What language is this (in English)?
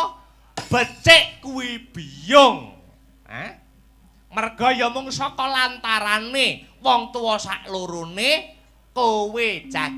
Javanese